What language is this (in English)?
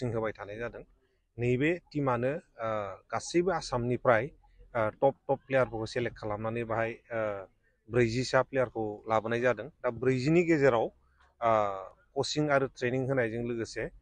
Bodo